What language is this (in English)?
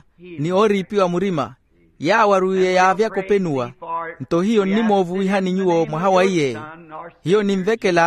Makhuwa